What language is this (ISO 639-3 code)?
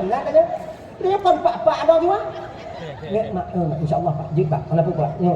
ace